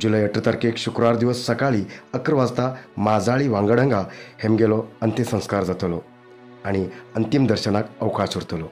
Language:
Konkani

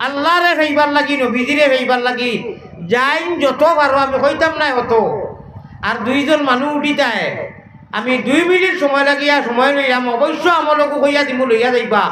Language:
Sylheti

